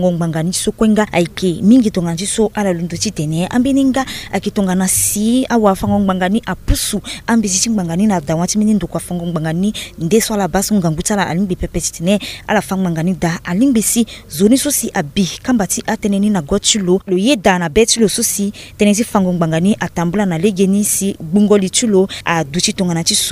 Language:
Sango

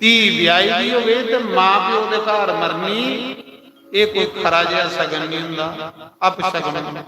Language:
Dogri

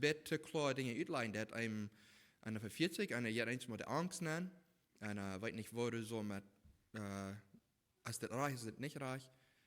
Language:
Plautdietsch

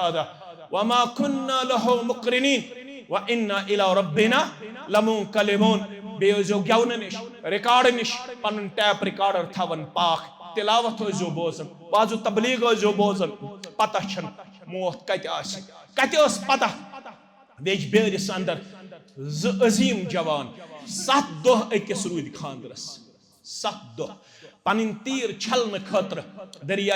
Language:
Kashmiri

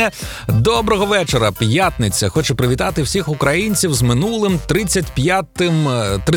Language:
Ukrainian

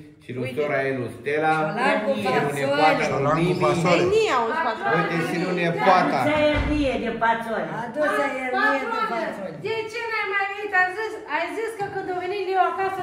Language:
Romanian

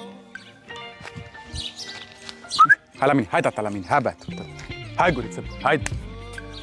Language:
Romanian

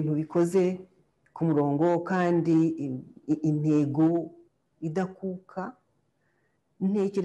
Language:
Kinyarwanda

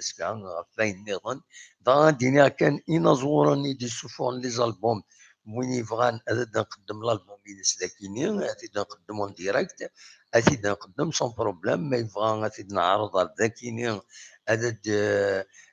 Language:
Kabyle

